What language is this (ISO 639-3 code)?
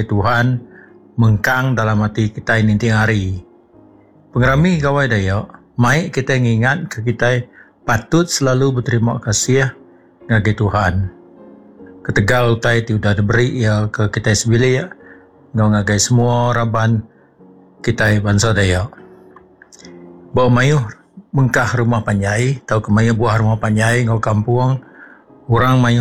iba